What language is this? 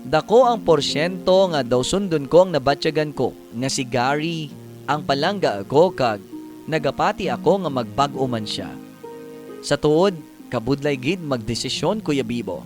Hiligaynon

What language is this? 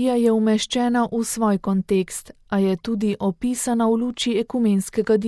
Slovenian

